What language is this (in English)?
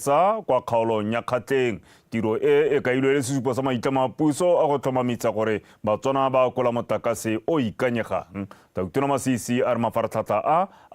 Tswana